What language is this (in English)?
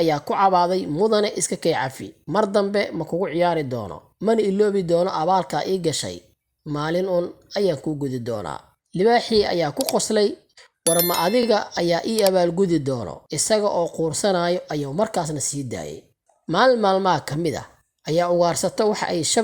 Somali